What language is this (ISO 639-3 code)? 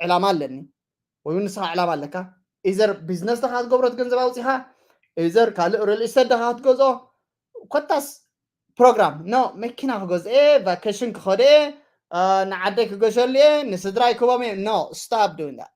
tir